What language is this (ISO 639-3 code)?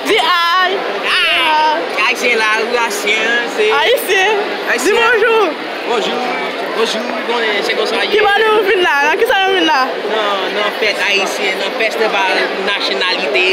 hat